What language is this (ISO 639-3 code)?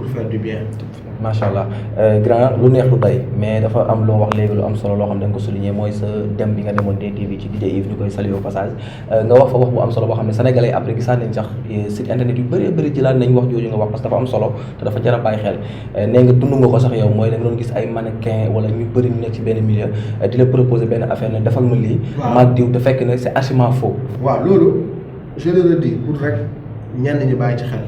wol